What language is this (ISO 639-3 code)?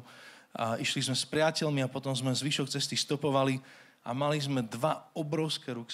slk